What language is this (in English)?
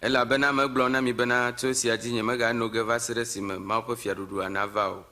Ewe